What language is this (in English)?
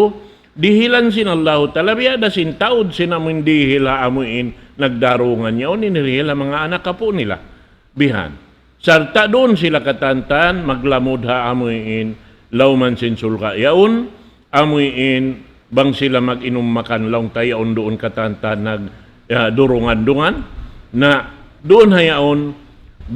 Tausug